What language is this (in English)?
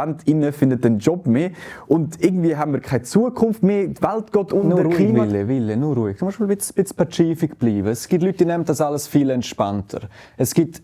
Swiss German